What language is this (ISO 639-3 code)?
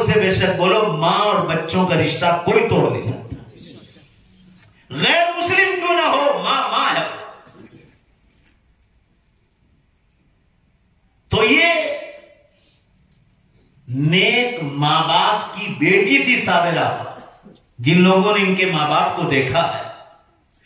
urd